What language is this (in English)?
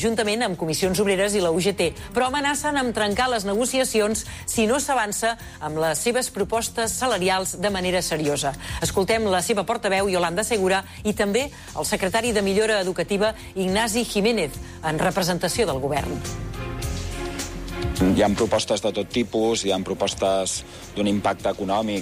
Catalan